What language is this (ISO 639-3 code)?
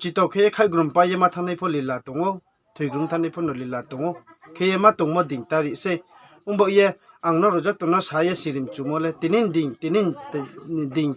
ria